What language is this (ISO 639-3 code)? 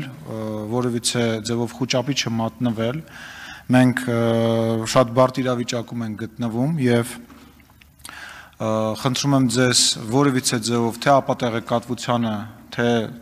hye